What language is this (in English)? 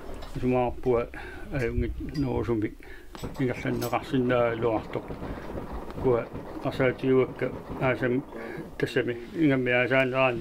Kalaallisut